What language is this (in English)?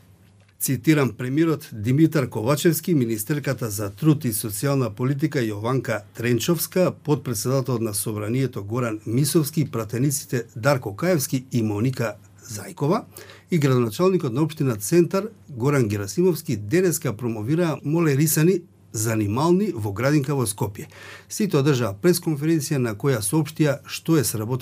Macedonian